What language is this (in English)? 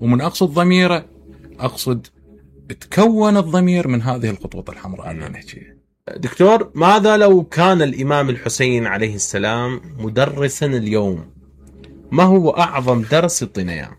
Mesopotamian Arabic